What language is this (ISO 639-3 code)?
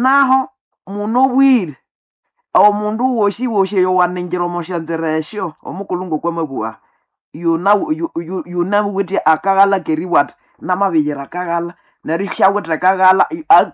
nnb